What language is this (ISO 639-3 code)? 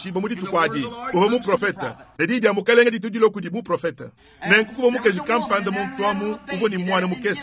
lua